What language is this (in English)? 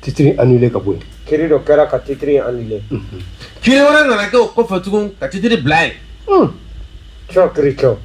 Bambara